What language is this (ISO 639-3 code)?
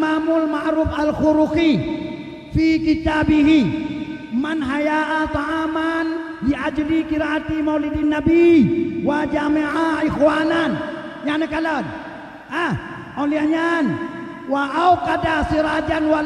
ace